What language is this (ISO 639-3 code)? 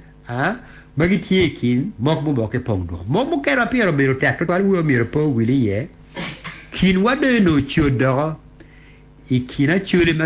ach